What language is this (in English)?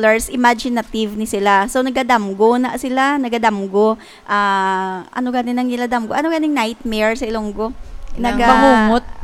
Hiligaynon